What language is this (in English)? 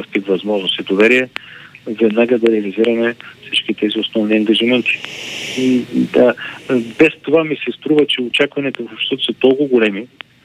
Bulgarian